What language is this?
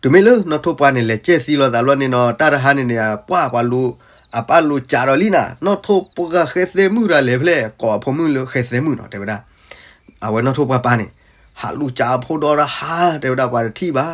S'gaw Karen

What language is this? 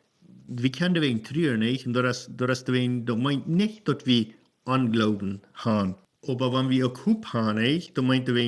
Plautdietsch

